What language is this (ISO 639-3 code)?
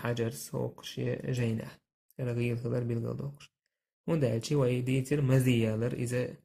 che